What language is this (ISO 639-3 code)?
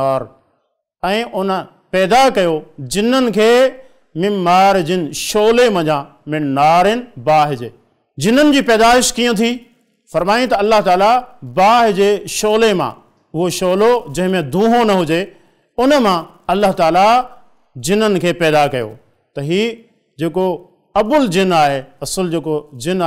snd